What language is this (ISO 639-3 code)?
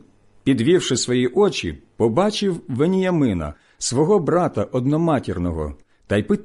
ukr